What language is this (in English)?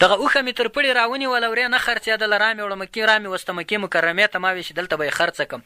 Pashto